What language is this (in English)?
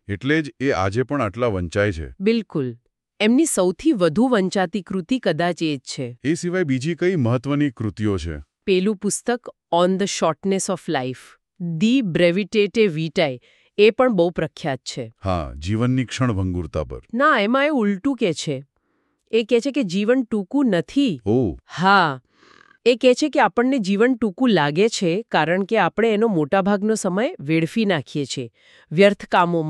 Gujarati